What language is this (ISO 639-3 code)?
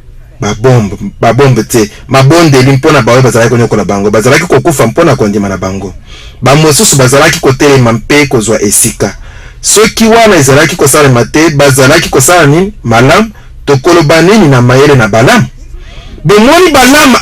lin